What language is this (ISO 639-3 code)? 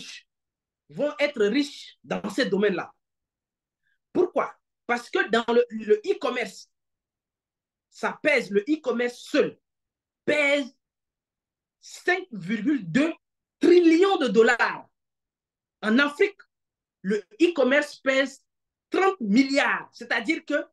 fra